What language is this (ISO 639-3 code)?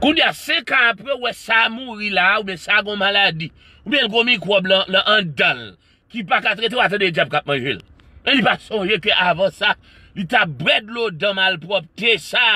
hat